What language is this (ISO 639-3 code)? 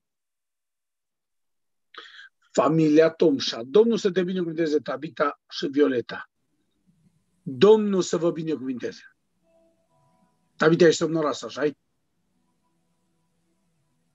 ron